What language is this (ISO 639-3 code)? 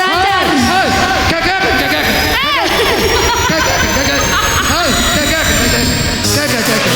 btx